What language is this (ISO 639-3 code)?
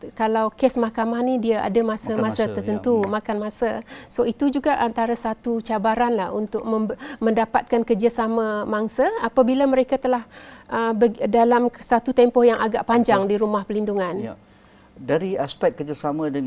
msa